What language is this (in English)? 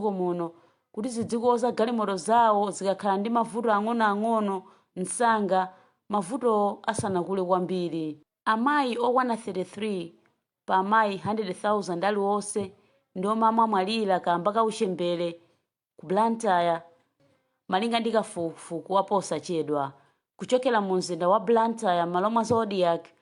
Nyanja